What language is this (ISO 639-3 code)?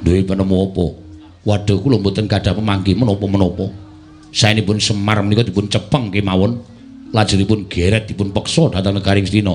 jav